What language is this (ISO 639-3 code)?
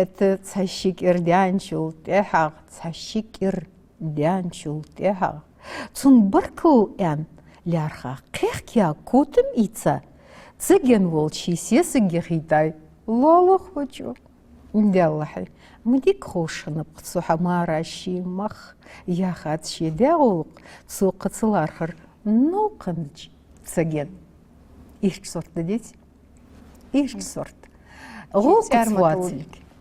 inh